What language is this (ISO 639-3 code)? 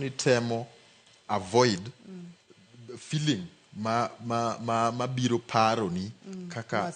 luo